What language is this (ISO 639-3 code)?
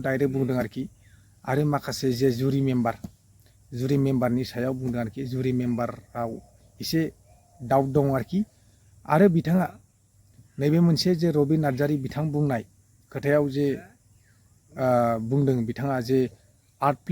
brx